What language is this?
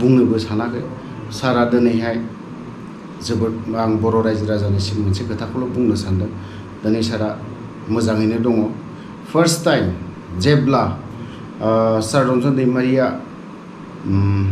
Bodo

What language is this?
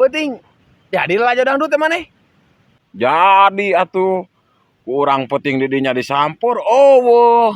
Sundanese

